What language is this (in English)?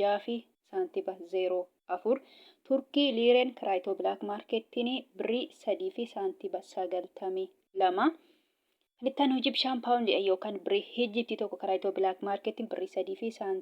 Oromo